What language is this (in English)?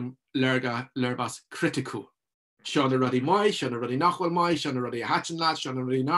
Irish